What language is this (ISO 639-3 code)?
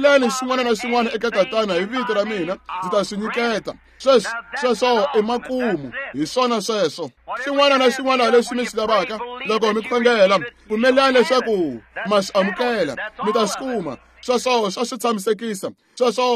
tso